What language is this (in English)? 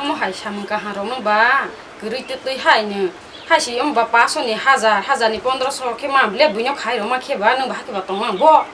Kok Borok